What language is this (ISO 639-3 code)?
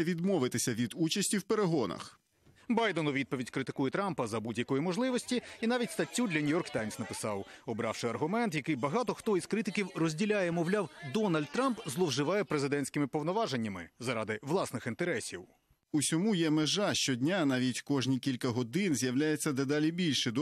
ukr